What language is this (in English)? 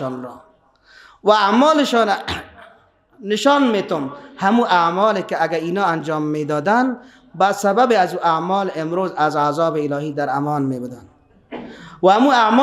Persian